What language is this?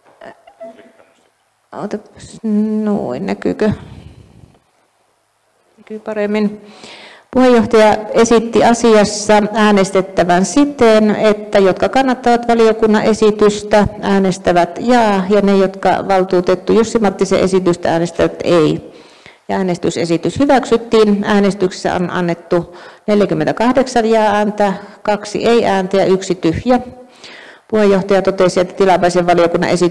Finnish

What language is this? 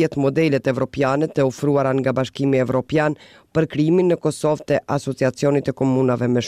Albanian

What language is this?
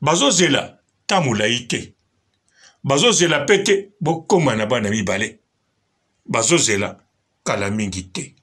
Lingala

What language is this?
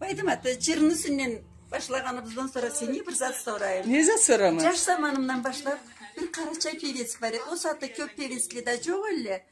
Karachay-Balkar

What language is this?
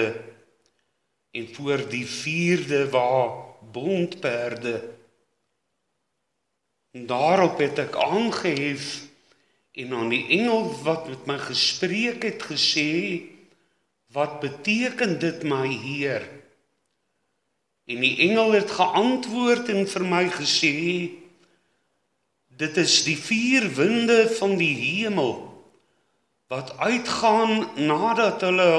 Afrikaans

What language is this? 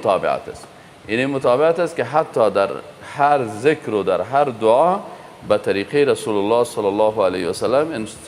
Persian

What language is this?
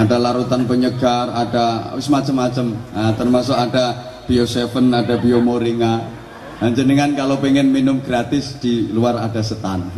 Javanese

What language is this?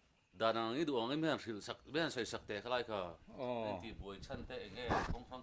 Mizo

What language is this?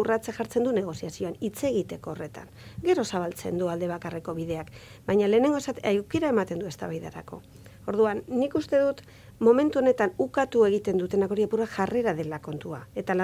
Basque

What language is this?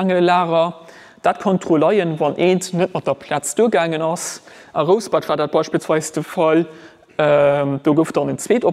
Luxembourgish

